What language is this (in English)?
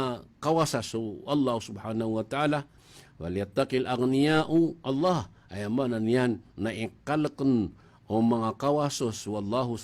Maranao